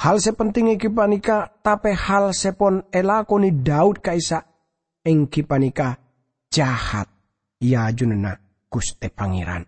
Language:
Madurese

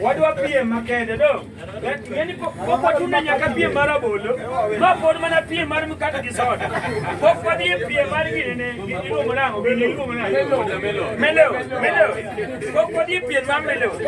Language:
Luo (Kenya and Tanzania)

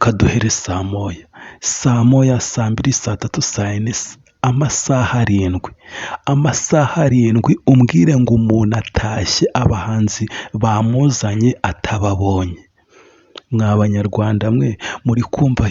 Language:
Kinyarwanda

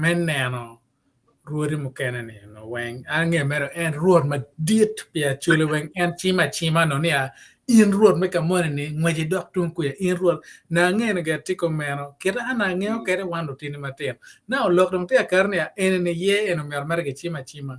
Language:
Acoli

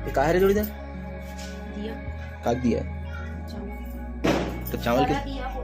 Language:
Chhattisgarhi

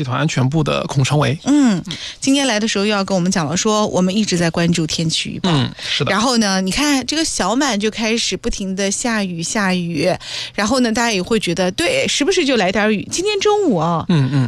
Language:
Chinese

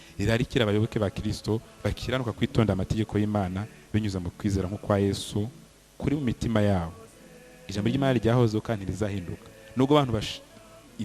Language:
Kinyarwanda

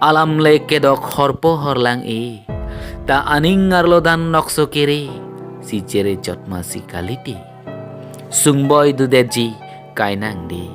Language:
Karbi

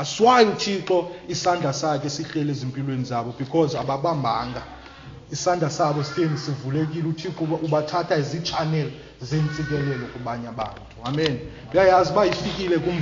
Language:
Xhosa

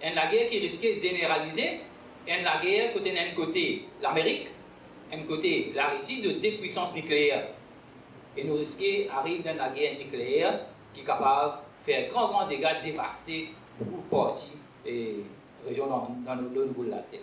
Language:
Morisyen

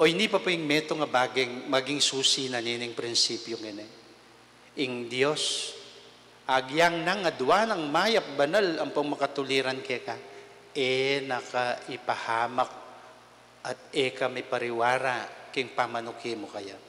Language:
Pampanga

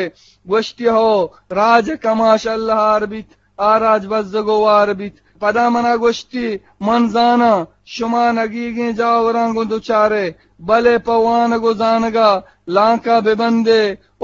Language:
Eastern Balochi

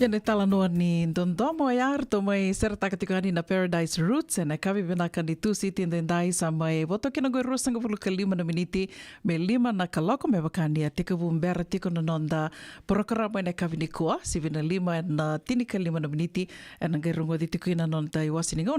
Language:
Fijian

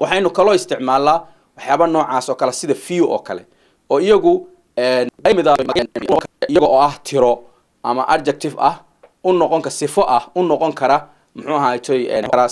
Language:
Somali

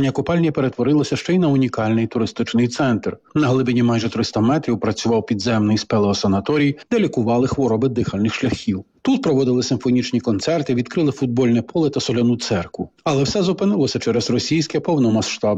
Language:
Ukrainian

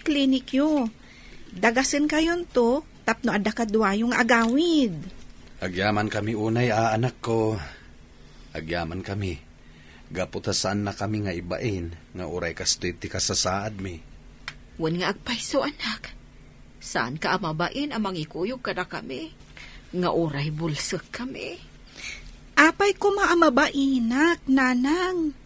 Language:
Iloko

